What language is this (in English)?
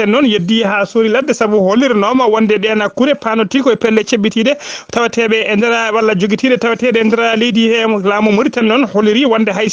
Fula